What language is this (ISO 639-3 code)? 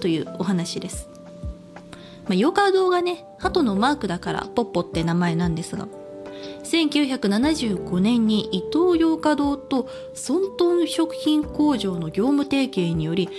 jpn